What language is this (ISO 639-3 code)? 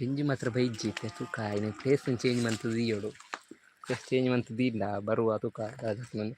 tcy